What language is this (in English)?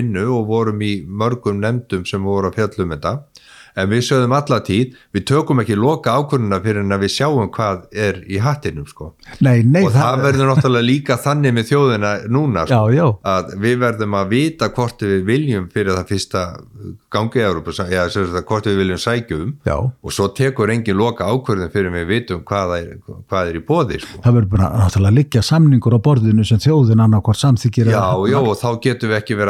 Icelandic